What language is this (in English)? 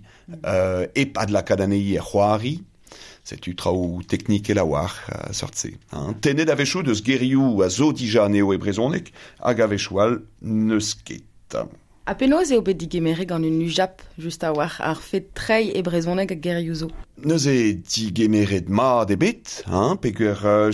Breton